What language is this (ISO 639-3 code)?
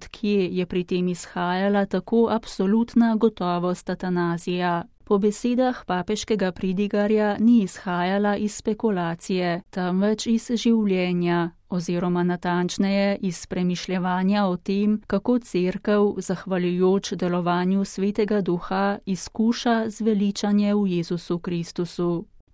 slv